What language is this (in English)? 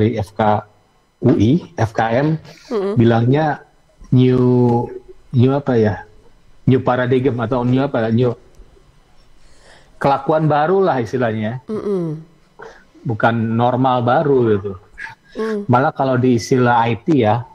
Indonesian